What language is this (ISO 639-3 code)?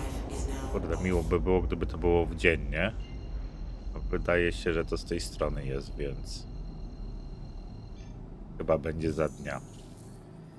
pol